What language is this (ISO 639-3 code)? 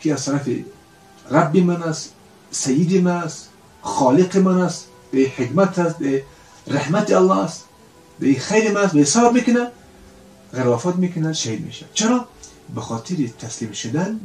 fas